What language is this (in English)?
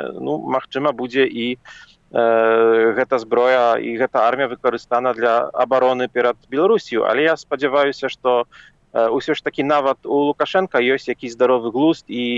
Belarusian